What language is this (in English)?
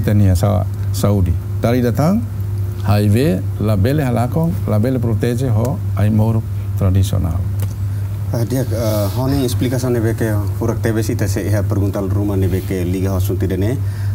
Tetum